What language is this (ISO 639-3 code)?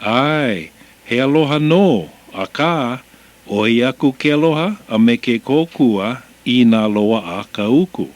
haw